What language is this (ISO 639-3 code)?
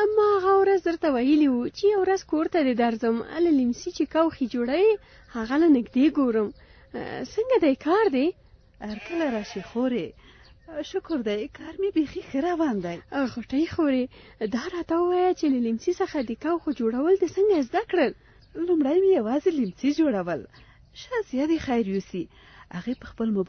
pus